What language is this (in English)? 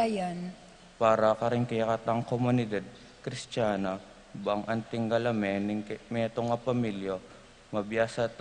Pampanga